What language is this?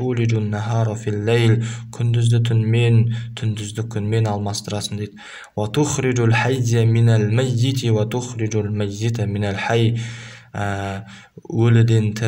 Kazakh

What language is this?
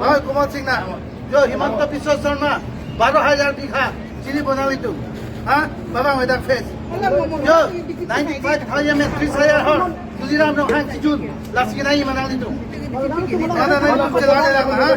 Karbi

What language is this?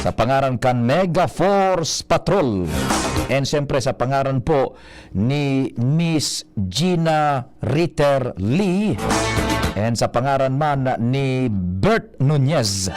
Bikol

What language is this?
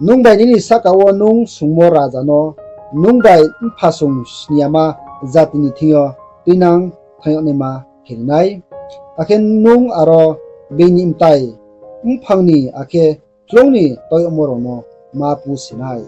Riang (India)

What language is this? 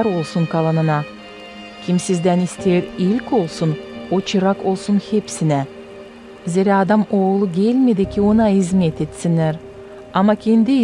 Gagauz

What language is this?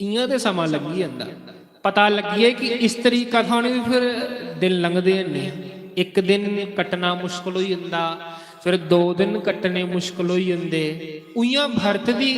Dogri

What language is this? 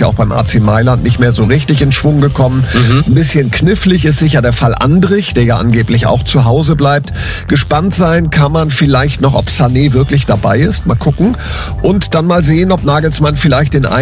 German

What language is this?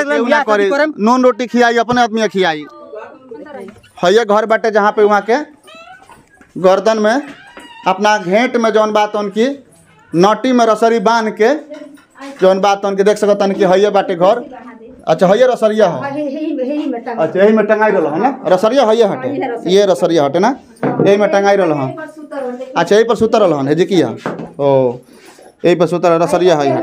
Bhojpuri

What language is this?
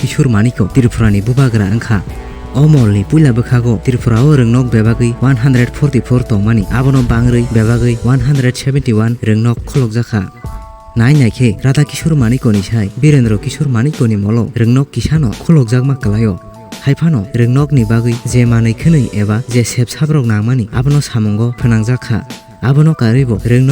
Kok Borok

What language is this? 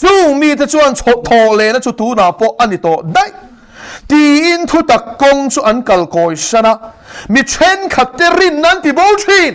Mizo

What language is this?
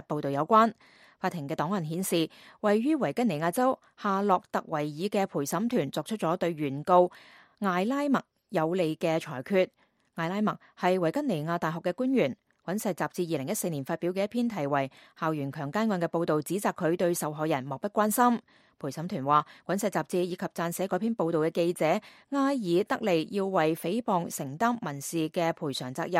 Cantonese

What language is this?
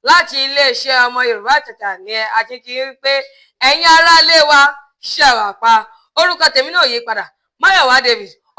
Yoruba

